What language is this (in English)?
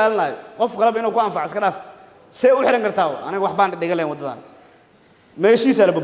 Somali